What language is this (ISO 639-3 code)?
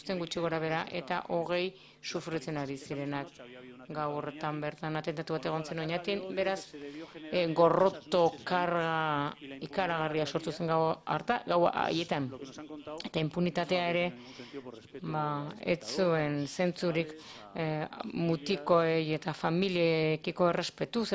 eus